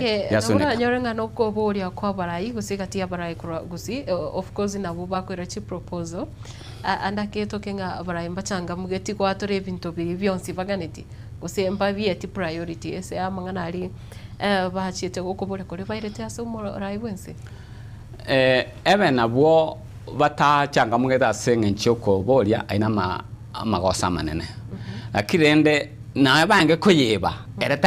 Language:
Gusii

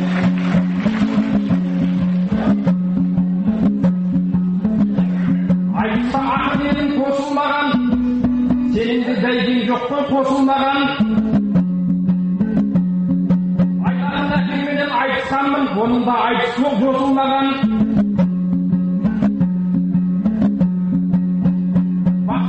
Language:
Kazakh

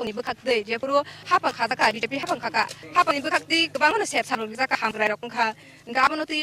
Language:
Kok Borok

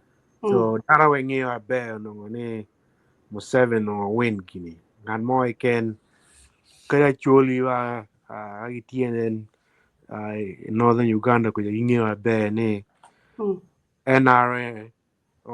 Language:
Acoli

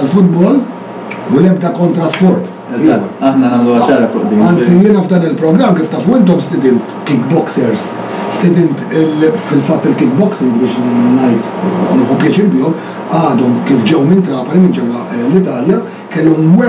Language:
Maltese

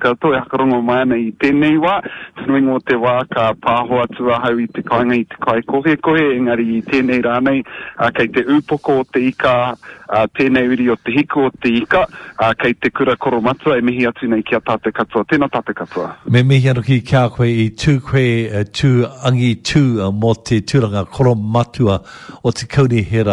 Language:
Māori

